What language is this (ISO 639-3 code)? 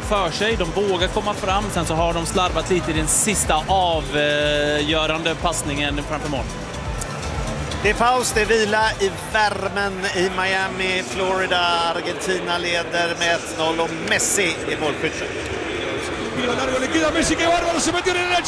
swe